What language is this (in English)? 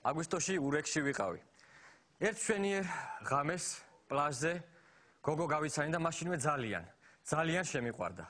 Georgian